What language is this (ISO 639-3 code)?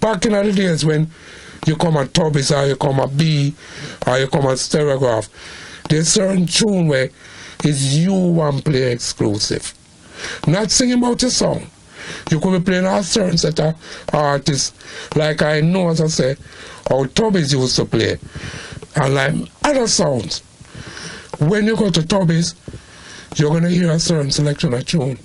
jam